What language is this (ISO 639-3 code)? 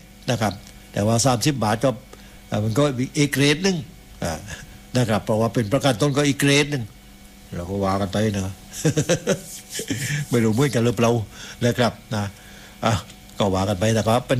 tha